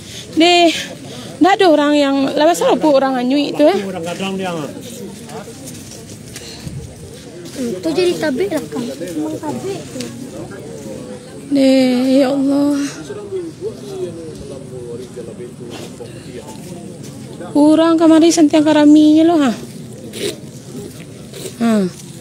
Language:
Minangkabau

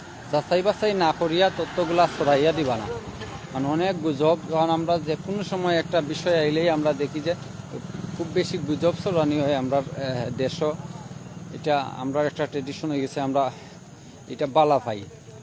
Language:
Sylheti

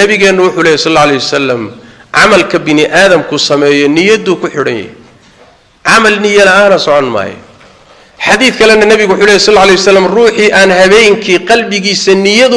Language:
Somali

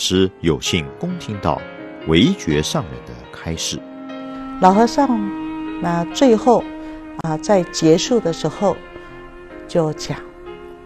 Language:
Chinese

